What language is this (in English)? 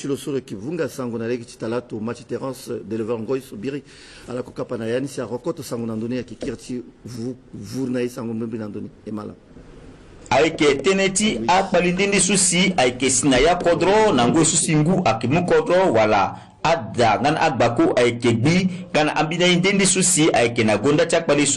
Sango